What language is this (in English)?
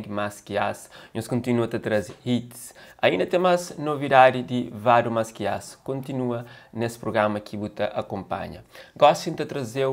Kabuverdianu